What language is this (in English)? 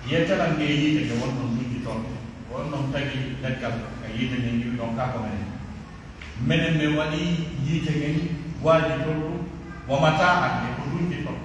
Pular